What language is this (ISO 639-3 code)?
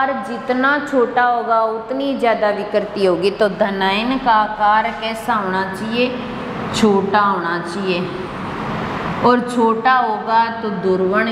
hin